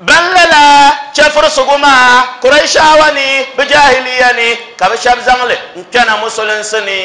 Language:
Dagbani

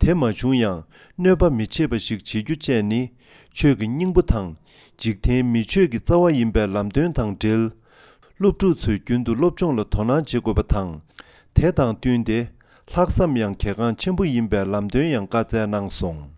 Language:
Tibetan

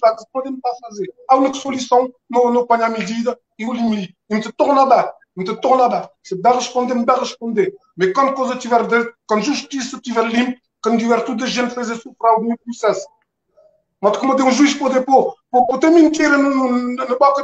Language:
Kabuverdianu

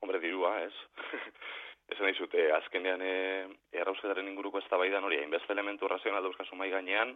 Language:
Basque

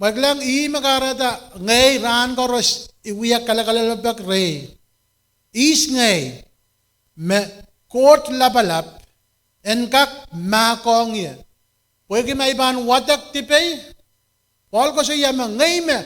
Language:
Pohnpeian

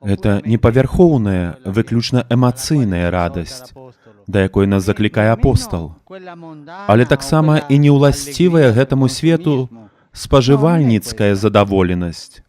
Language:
Belarusian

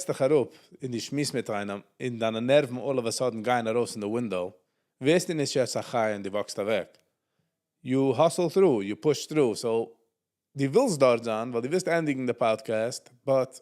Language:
Yiddish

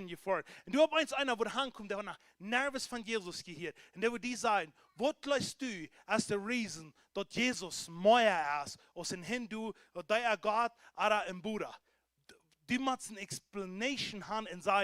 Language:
Plautdietsch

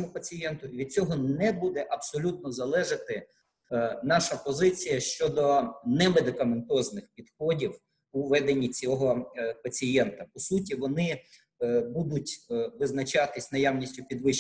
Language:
Ukrainian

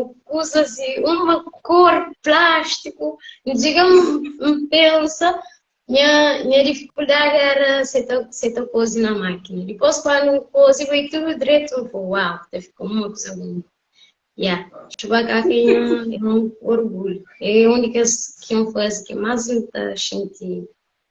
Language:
Kabuverdianu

